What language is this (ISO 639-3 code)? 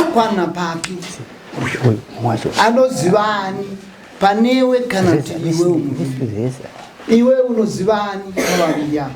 sna